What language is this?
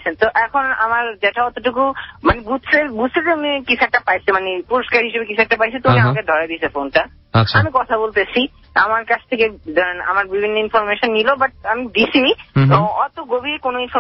Bangla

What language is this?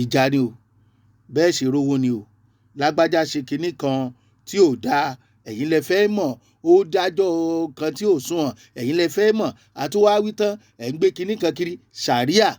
Yoruba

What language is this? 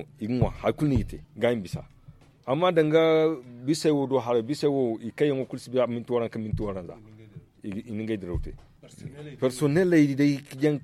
Zarma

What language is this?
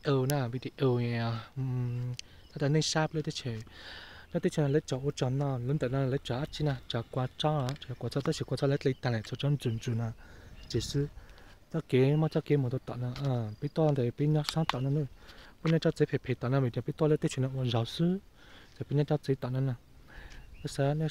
Hmong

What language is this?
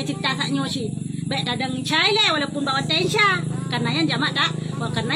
Achinese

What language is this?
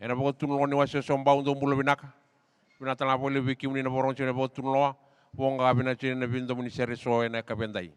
Fijian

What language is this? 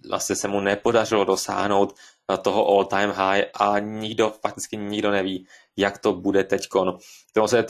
Czech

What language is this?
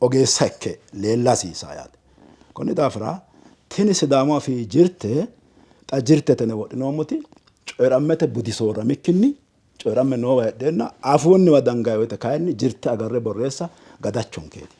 Sidamo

